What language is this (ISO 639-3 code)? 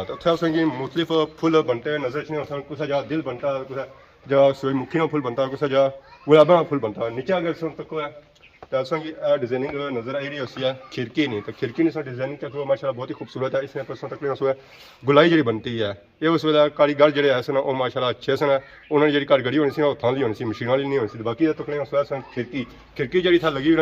phr